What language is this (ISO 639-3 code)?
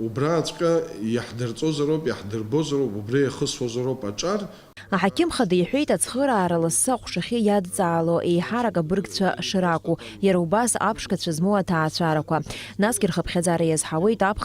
abk